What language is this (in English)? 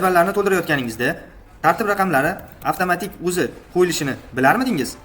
Uzbek